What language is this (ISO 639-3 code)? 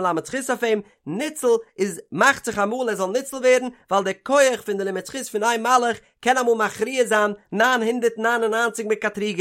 yid